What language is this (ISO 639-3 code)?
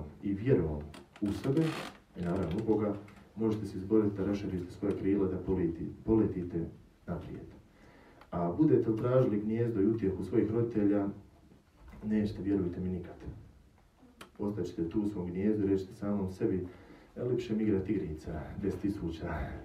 hrv